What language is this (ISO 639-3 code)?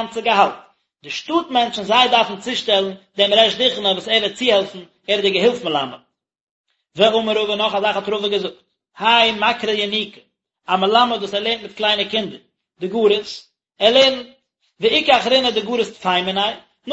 yid